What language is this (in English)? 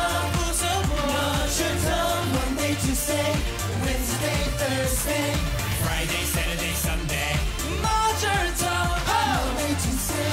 Korean